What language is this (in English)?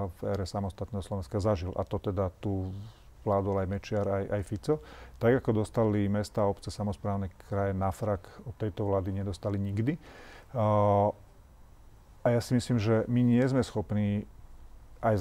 Slovak